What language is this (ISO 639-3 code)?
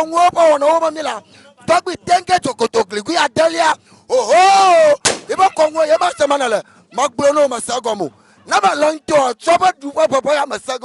ewe